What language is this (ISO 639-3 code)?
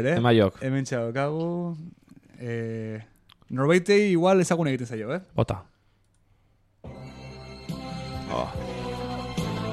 eus